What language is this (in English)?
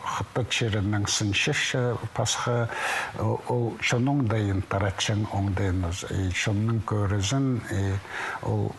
Khakas